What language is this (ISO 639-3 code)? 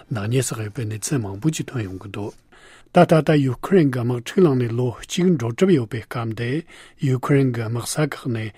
bod